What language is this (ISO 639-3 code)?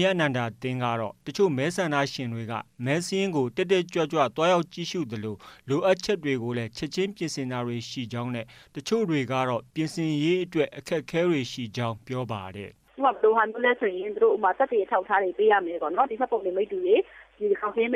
mya